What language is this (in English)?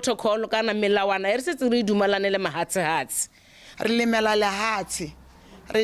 Tswana